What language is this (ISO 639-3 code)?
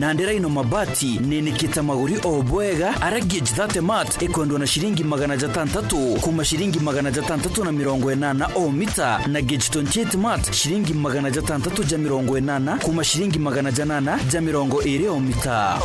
mer